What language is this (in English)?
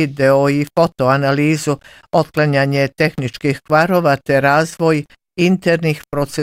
Bosnian